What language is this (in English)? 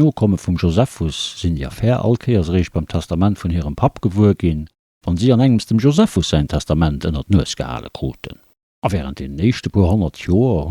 Luxembourgish